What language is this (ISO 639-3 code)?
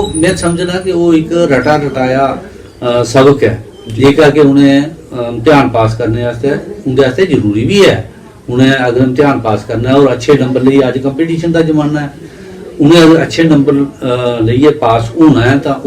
doi